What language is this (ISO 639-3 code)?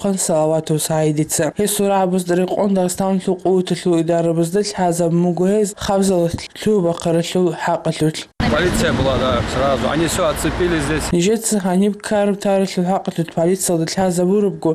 ava